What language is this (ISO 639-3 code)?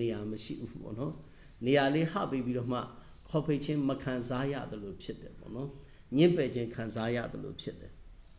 mya